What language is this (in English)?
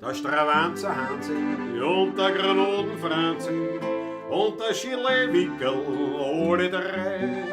Bavarian